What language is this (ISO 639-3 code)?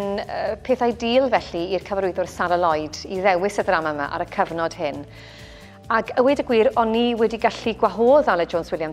cym